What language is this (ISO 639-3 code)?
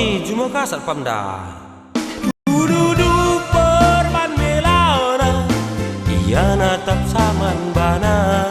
btx